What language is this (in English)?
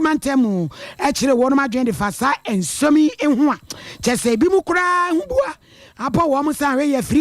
Akan